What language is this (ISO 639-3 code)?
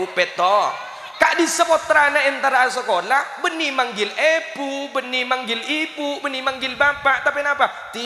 mad